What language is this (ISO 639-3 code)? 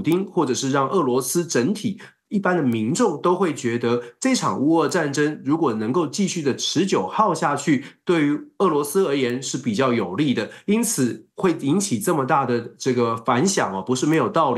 zho